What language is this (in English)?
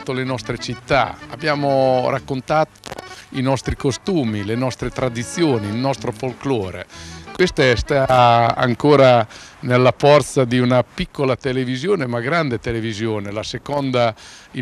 Italian